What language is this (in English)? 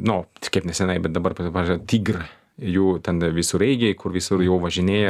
Lithuanian